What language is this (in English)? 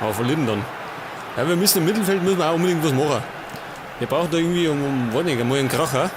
Bavarian